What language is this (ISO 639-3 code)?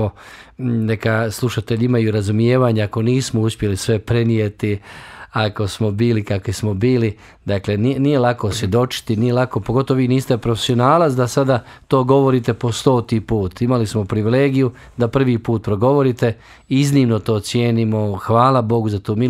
bos